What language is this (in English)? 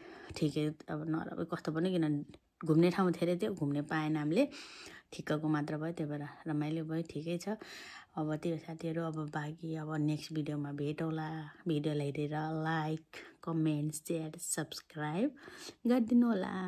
Nepali